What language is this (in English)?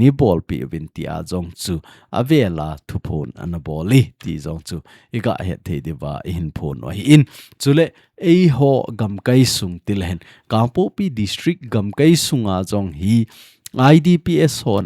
Thado Chin